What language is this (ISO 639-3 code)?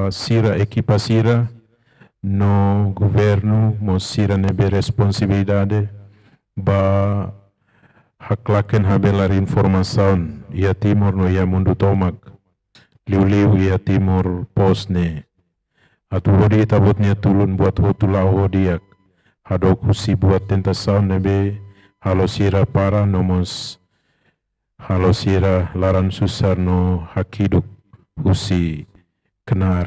tet